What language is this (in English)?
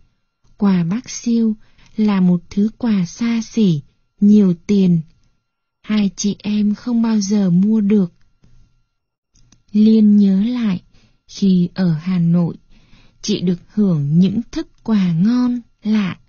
Vietnamese